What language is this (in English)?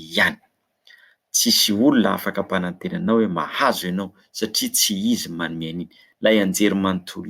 Malagasy